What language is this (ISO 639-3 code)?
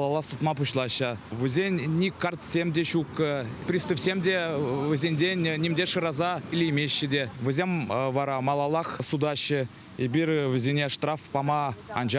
chv